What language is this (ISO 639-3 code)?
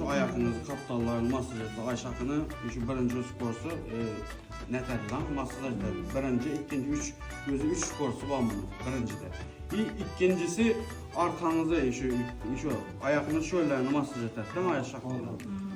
tuk